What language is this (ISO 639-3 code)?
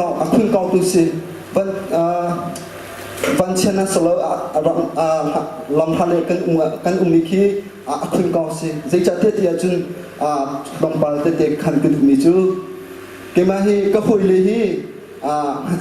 cnh